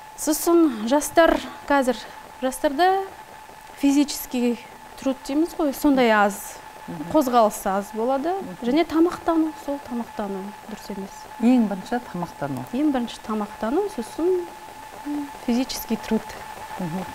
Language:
Kazakh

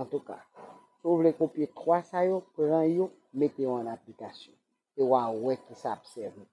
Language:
Haitian Creole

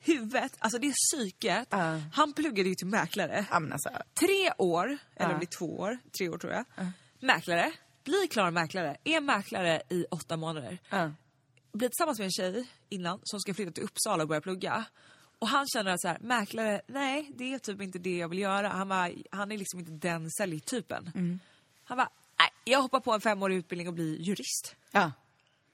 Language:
Swedish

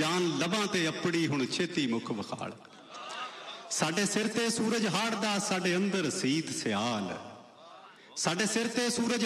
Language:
Punjabi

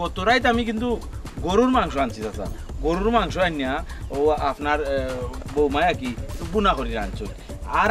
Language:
Sylheti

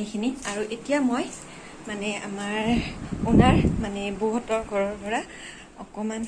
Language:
Assamese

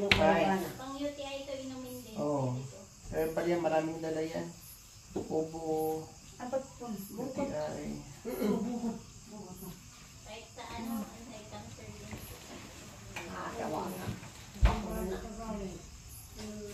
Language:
Filipino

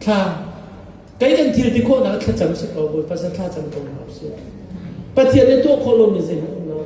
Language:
Hakha Chin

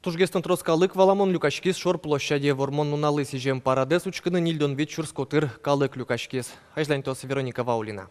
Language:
Udmurt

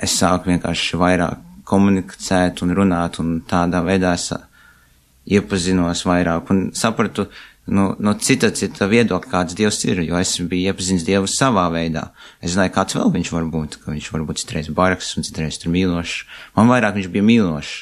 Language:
Latvian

